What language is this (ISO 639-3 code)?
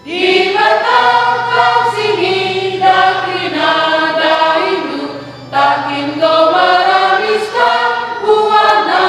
btx